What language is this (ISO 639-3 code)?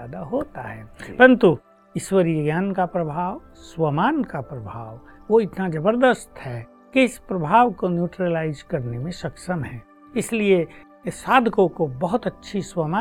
hin